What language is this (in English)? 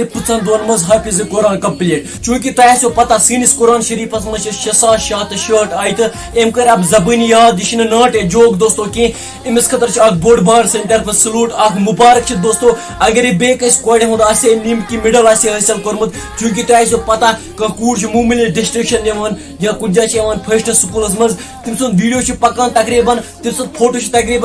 Kashmiri